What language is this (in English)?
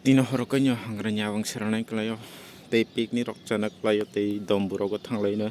Kok Borok